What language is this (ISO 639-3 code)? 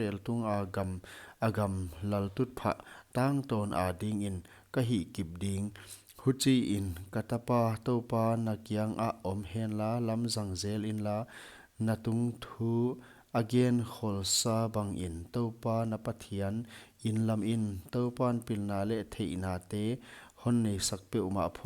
pck